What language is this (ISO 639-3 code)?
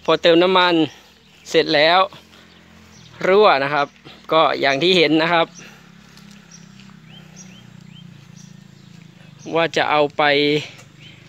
tha